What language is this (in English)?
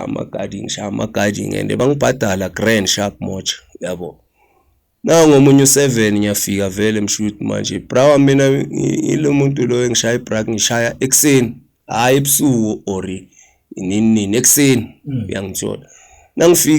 Zulu